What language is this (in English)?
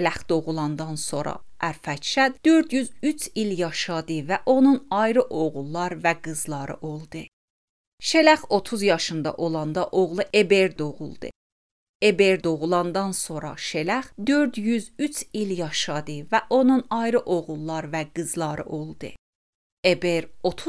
Azerbaijani